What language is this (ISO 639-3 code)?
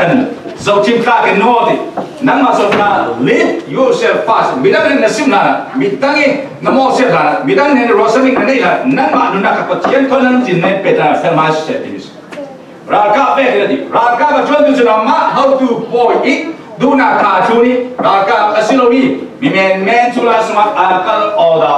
cfm